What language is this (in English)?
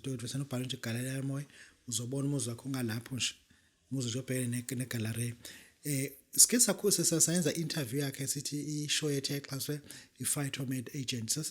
Zulu